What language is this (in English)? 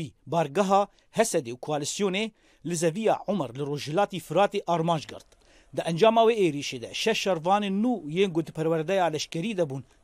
Kurdish